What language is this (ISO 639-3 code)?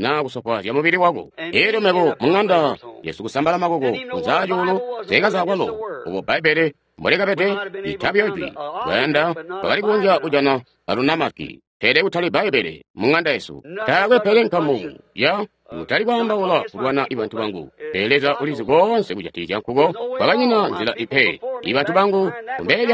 toi